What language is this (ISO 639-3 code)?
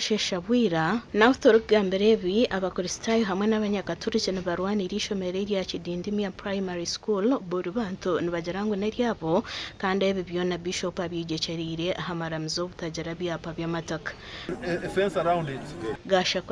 nyn